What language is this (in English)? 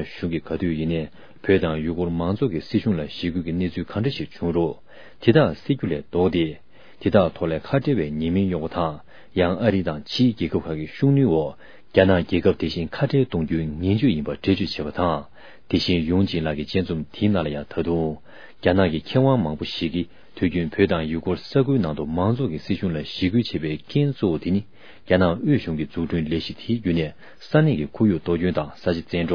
Tibetan